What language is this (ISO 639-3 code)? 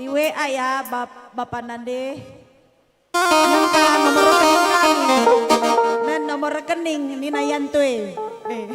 btx